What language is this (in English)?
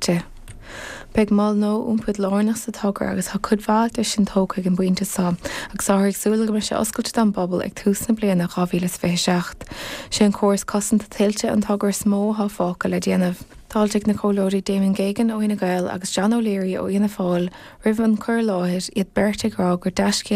Irish